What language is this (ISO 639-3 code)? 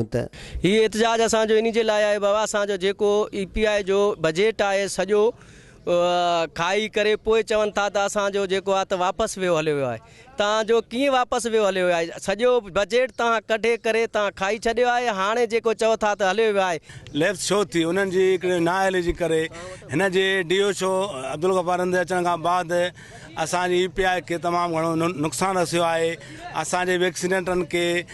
snd